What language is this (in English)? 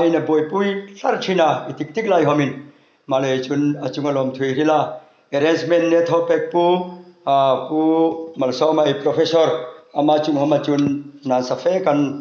Hmar